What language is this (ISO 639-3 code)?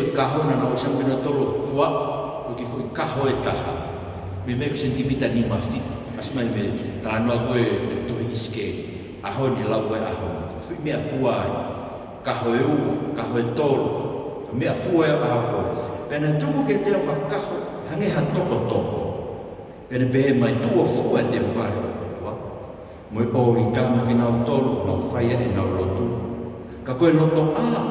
ton